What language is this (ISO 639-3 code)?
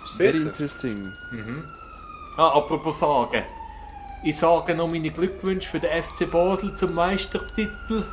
gsw